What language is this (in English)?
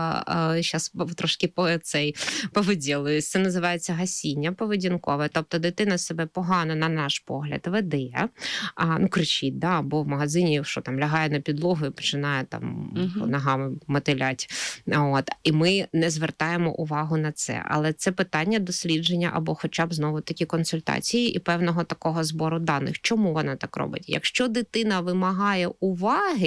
Ukrainian